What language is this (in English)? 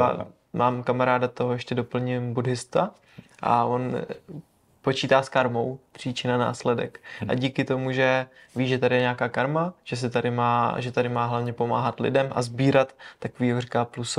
Czech